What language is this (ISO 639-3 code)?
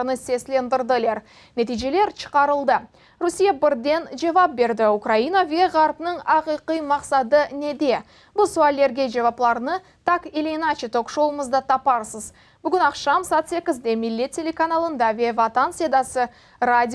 crh